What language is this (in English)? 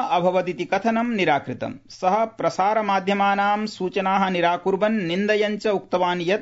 Sanskrit